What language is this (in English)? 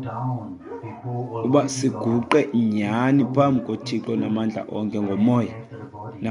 Xhosa